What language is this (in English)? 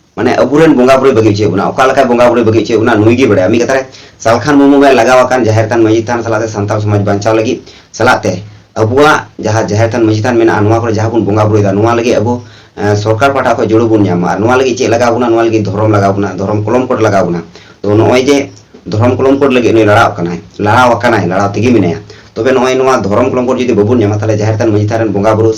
Santali